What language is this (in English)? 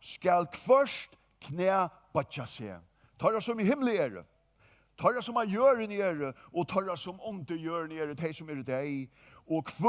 Faroese